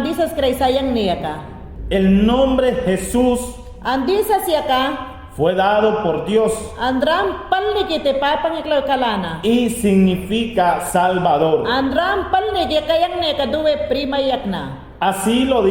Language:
Mayangna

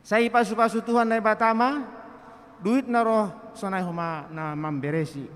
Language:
Batak Simalungun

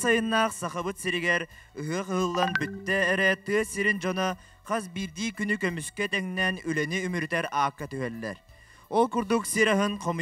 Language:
Yakut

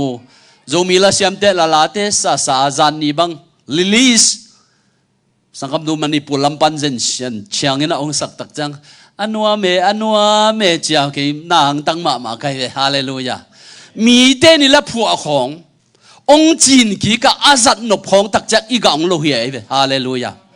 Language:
Tedim Chin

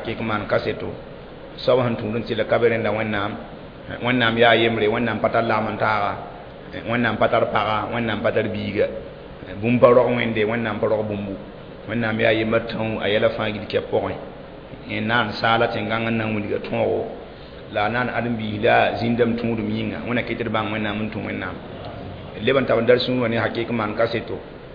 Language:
Mossi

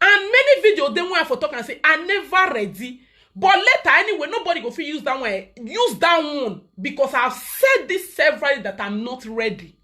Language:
Nigerian Pidgin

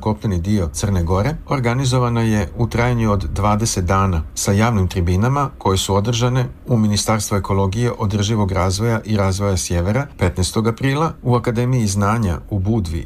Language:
Serbian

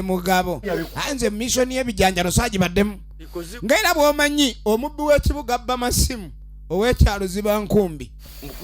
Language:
Ganda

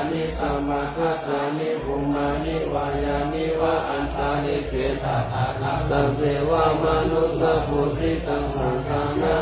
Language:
Pali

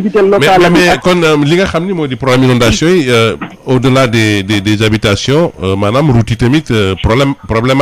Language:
Wolof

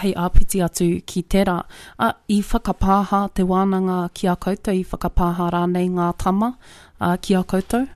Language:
Māori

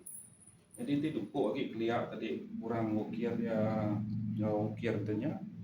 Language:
Iban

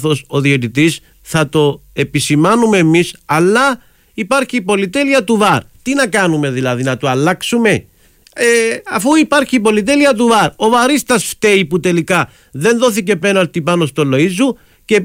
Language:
Greek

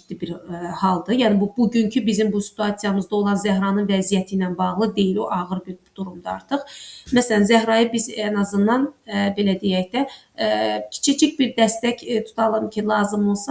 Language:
Azerbaijani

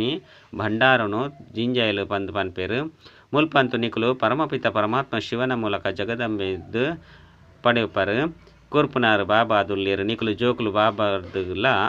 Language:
Tulu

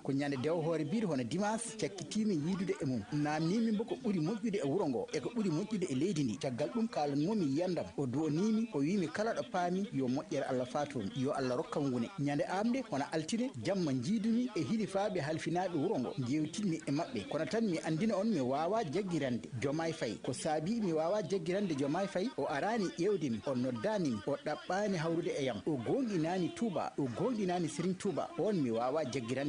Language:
Fula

